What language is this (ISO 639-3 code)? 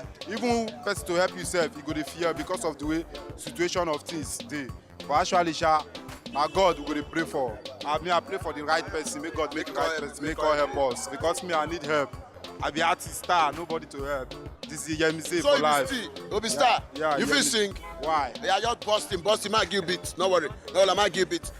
pcm